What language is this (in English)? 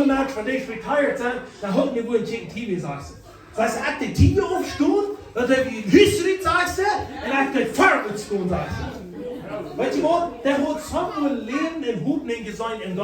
Plautdietsch